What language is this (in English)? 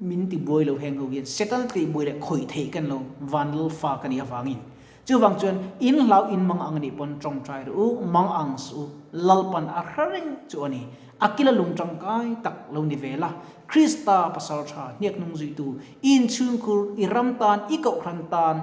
Mizo